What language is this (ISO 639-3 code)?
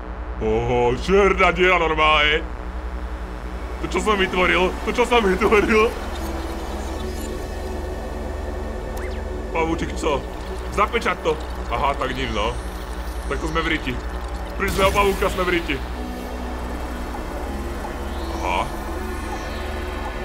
slk